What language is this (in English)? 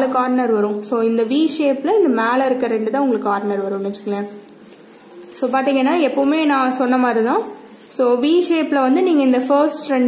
Tamil